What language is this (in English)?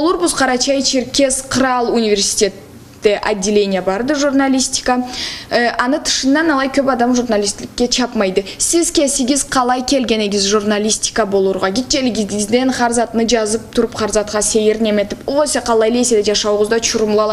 Karachay-Balkar